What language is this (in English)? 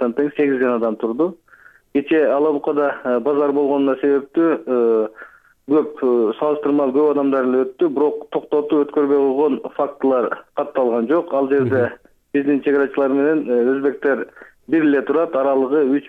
Kyrgyz